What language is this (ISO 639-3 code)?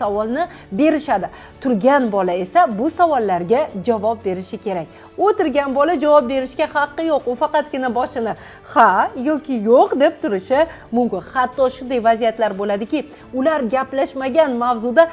uzb